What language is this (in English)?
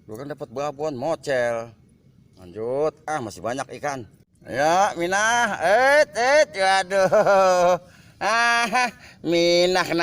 Betawi